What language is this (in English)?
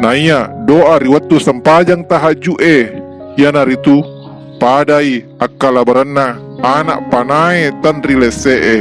Buginese